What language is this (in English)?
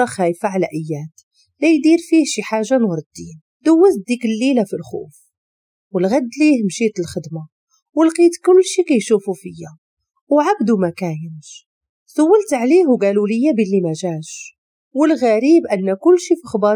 Moroccan Arabic